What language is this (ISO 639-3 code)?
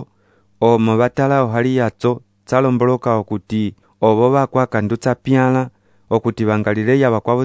umb